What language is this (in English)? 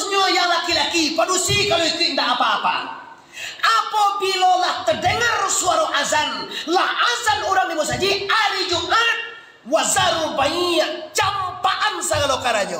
Minangkabau